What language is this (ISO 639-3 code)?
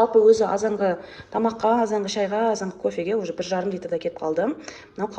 kaz